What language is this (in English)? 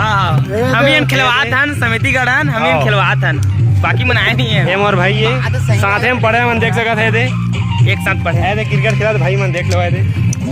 Chhattisgarhi